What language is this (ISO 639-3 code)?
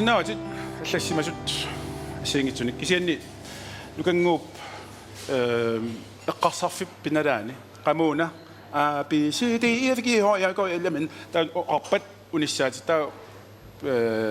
kal